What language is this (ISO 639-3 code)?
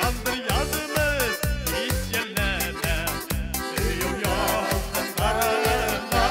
bak